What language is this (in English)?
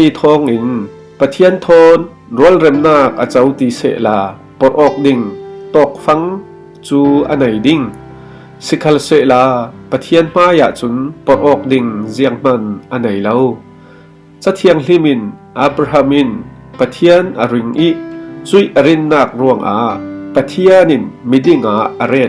Falam Chin